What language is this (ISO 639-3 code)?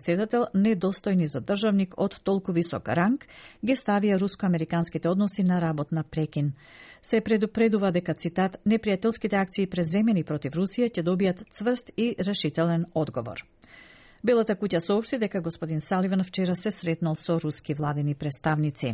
mkd